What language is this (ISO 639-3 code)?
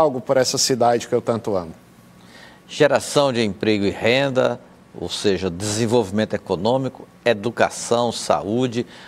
por